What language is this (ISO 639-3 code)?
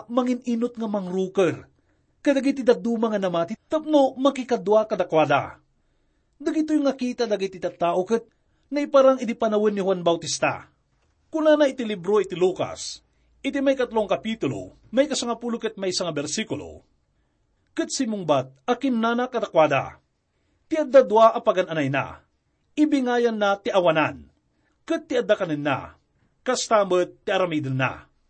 ilo